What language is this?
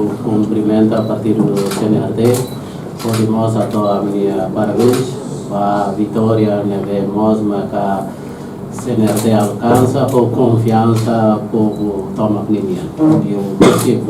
Tetum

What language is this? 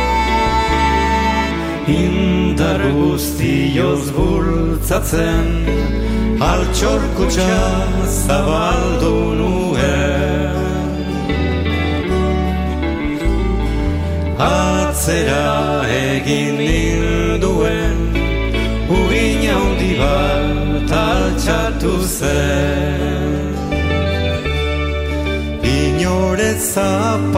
Basque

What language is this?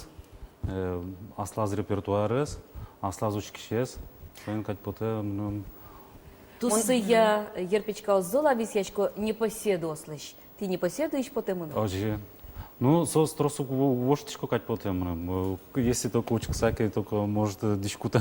Udmurt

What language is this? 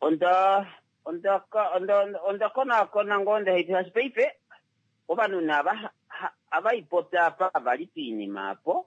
Kuanyama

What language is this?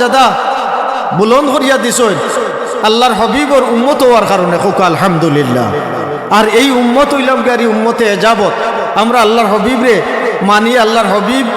Sylheti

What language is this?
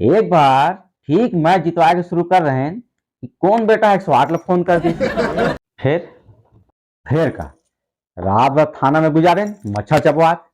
Chhattisgarhi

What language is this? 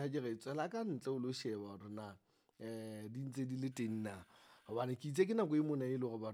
Southern Sotho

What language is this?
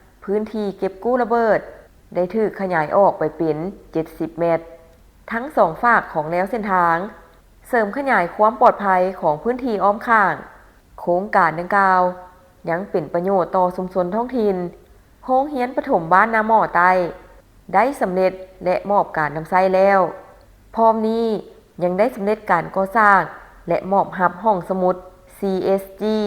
Lao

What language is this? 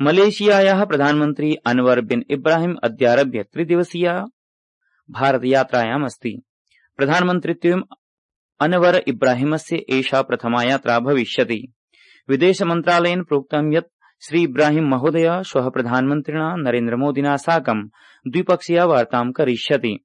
Sanskrit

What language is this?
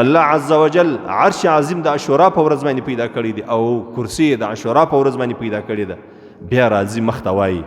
Pashto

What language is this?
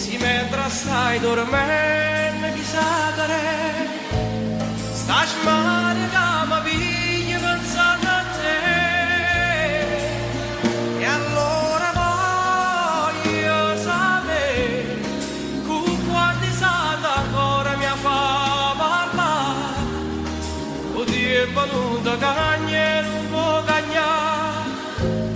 Italian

